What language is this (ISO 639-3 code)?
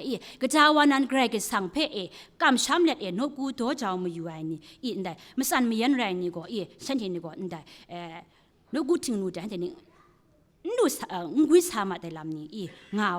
kac